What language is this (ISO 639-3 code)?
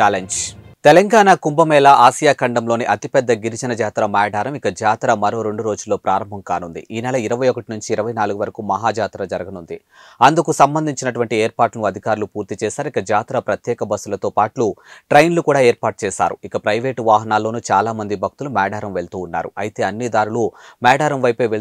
tel